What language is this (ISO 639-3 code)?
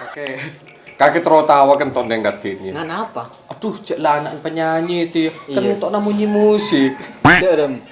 mad